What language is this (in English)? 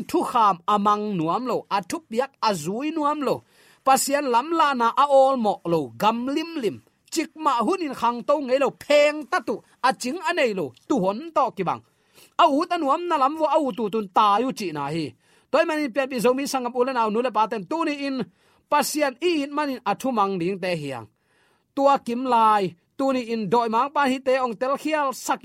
Tedim Chin